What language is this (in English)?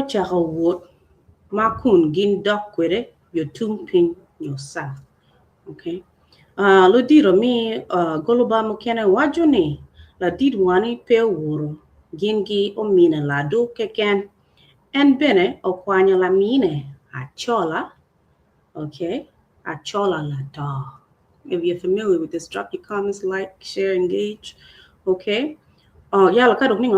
Acoli